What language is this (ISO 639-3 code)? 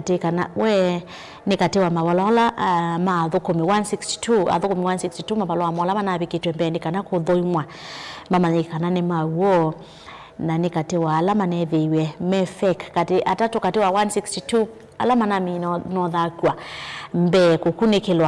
kam